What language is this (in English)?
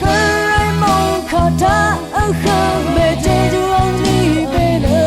Rawang